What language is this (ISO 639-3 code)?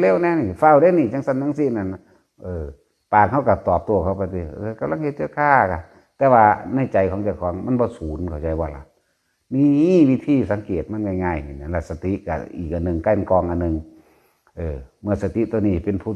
tts